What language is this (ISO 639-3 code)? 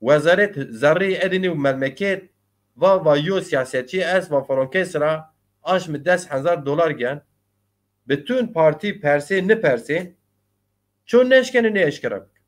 zza